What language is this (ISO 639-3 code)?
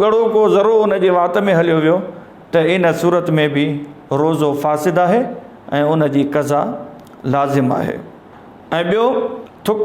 snd